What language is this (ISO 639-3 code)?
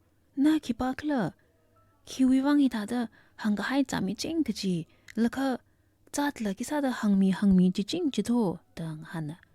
nmf